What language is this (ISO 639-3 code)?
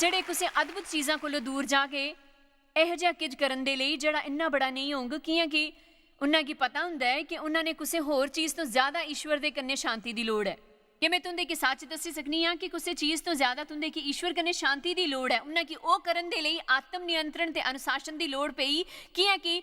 doi